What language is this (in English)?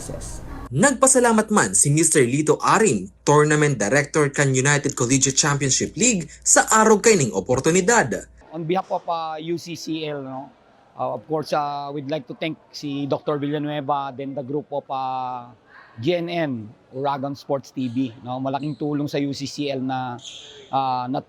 Bikol